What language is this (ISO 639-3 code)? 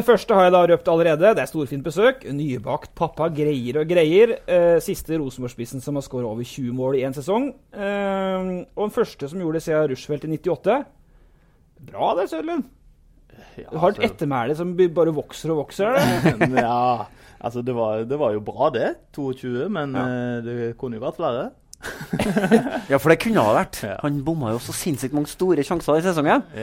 nor